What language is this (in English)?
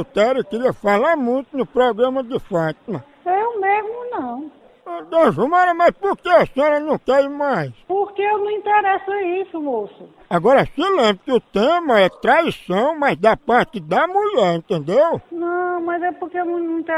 Portuguese